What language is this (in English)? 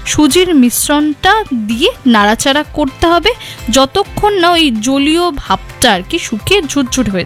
Bangla